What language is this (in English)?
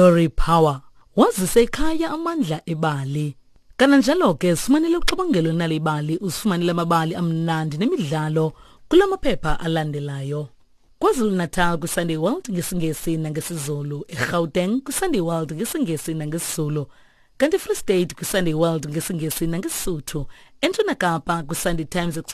Xhosa